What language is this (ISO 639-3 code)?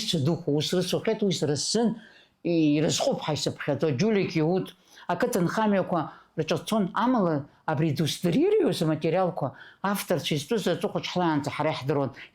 abk